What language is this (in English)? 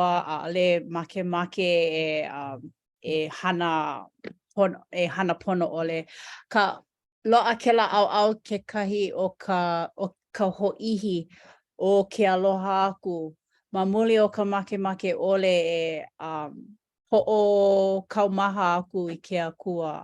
Hawaiian